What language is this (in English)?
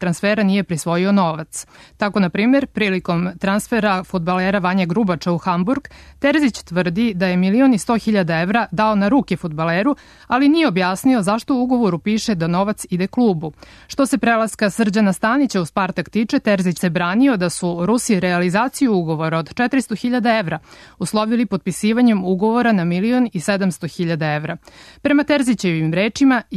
Serbian